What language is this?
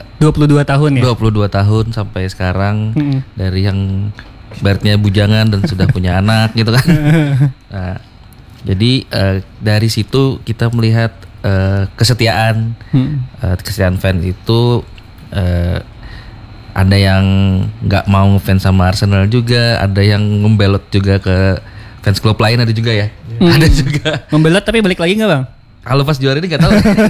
Indonesian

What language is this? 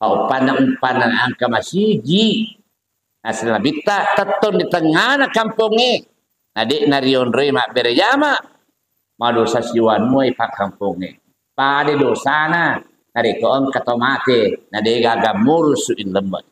Buginese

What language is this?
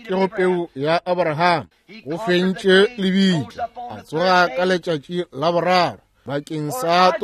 Northern Sotho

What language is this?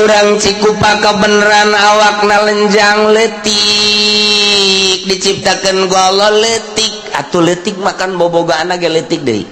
Sundanese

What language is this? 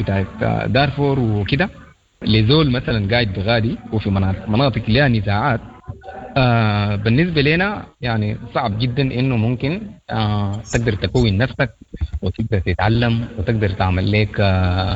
Sudanese Arabic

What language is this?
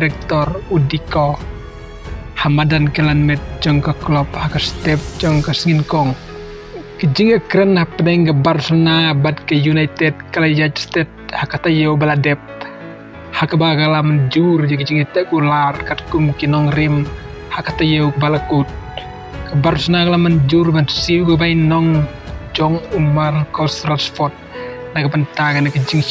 Khasi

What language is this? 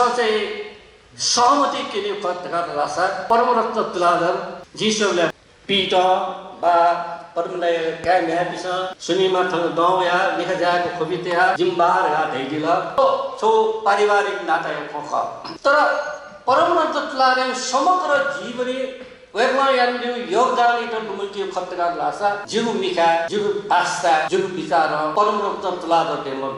Newari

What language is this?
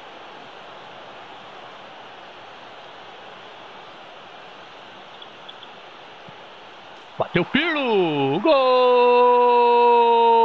Portuguese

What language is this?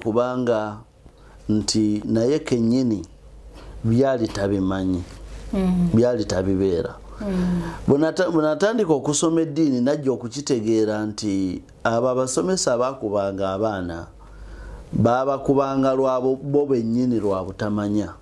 Ganda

